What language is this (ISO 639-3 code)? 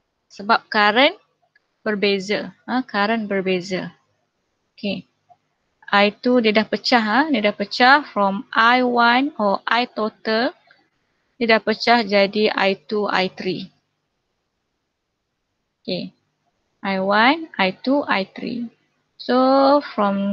msa